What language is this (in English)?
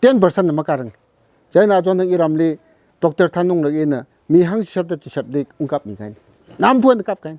Tangkhul Naga (India)